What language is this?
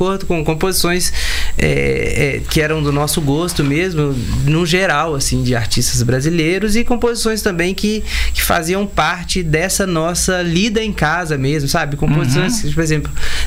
Portuguese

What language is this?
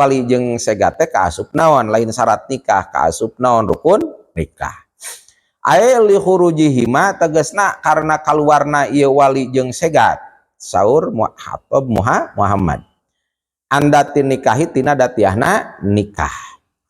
Sundanese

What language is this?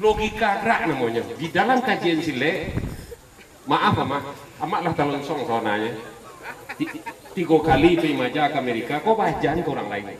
Minangkabau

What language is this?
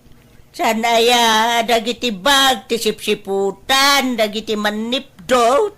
Iloko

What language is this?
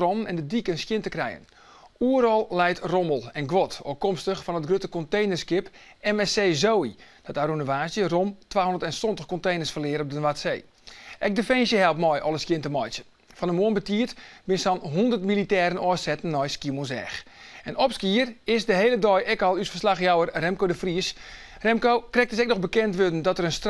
Western Frisian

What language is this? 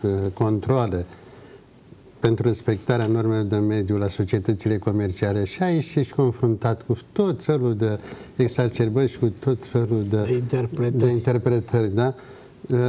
Romanian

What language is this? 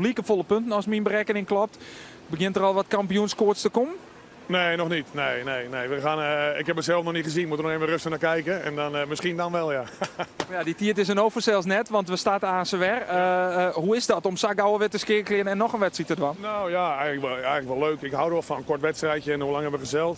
Western Frisian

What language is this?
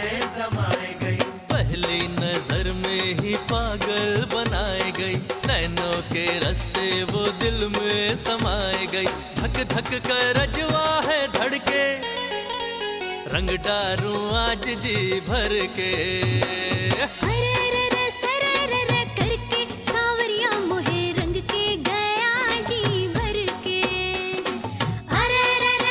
Bhojpuri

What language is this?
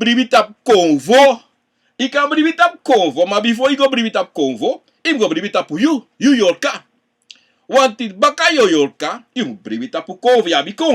Sranan Tongo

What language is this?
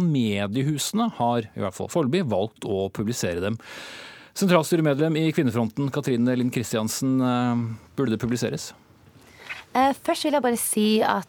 Norwegian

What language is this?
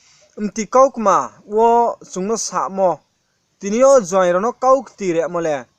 Riang (India)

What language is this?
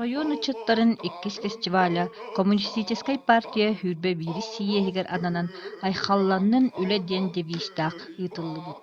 Yakut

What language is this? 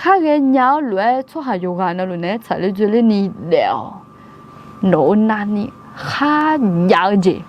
Akha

